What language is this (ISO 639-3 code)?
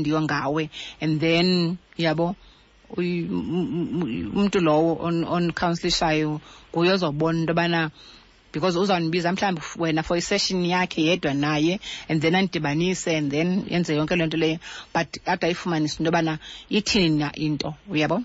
xho